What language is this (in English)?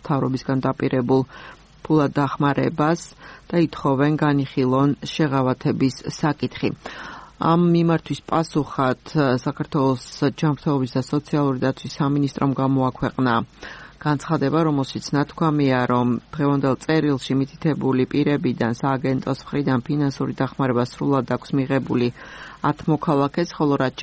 Georgian